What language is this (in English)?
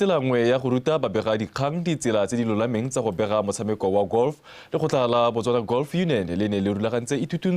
Tswana